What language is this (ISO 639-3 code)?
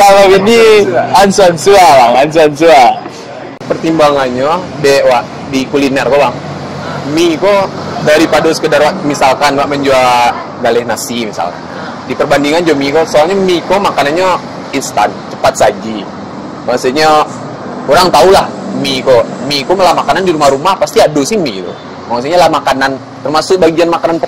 min